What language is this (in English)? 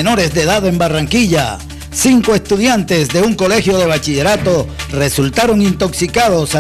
Spanish